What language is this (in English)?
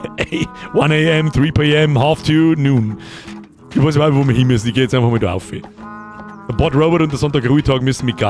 Bavarian